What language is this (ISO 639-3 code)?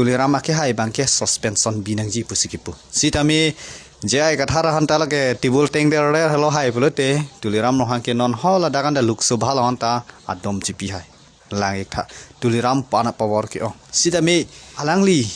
mjw